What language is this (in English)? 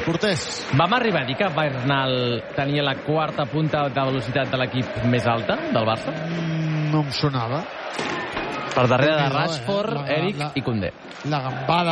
Catalan